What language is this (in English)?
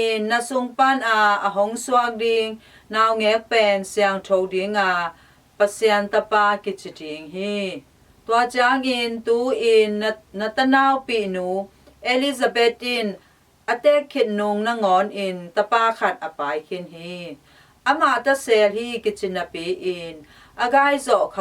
Tedim Chin